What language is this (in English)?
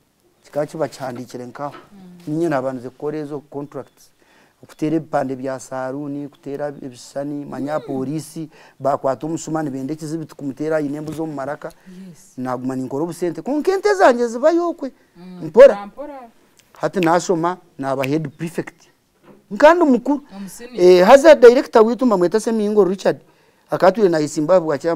Nyankole